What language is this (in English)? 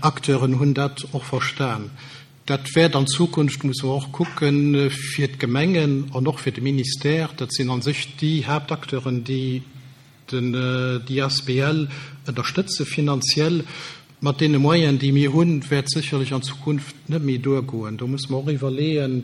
Luxembourgish